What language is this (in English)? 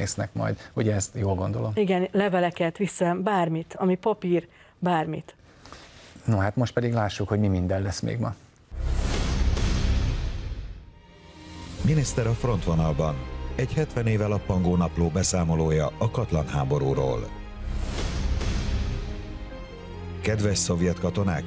Hungarian